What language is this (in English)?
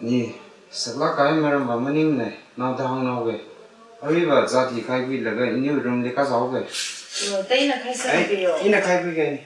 Tangkhul Naga (India)